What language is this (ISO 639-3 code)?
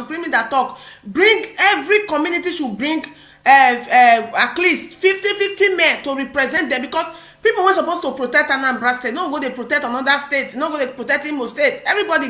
pcm